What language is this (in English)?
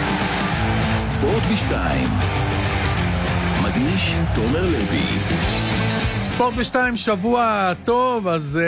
Hebrew